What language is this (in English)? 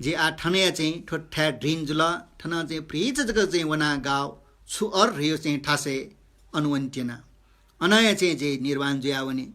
Newari